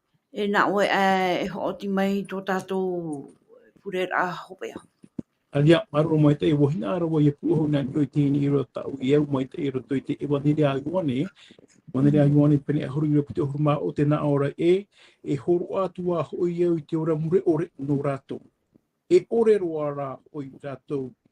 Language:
Tahitian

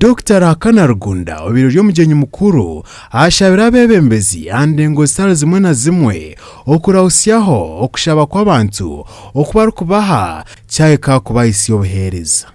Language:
Nyankole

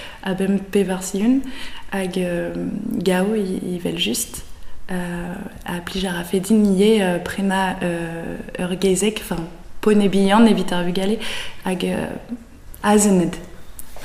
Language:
Breton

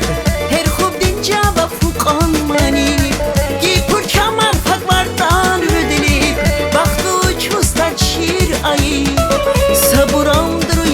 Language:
Tabassaran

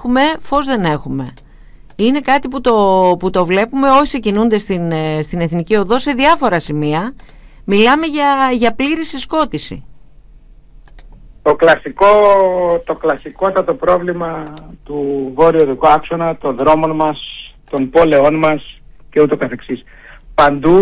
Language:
Greek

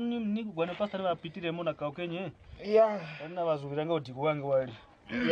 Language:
Kwangali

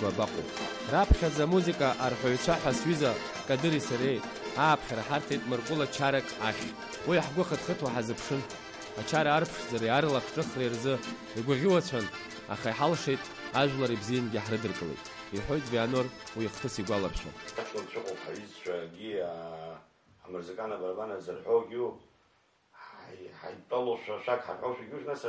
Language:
Abkhazian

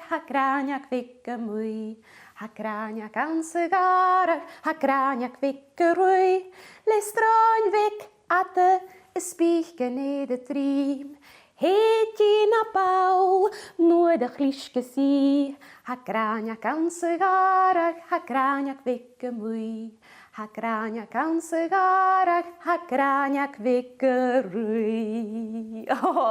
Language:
Scottish Gaelic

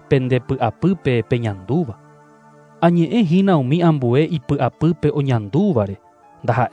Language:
Guarani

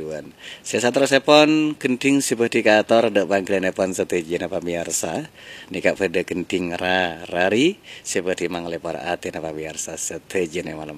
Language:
Madurese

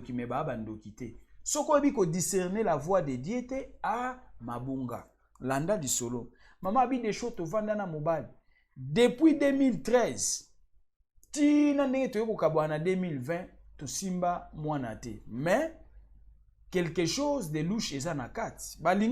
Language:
Lingala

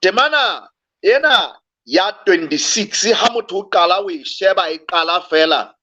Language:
Southern Sotho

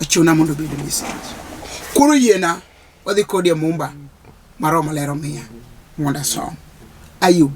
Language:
Luo (Kenya and Tanzania)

